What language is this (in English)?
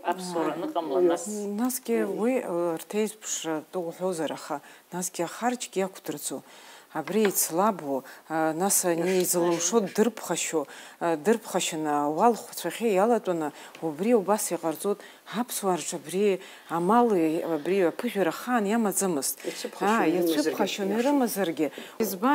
Abkhazian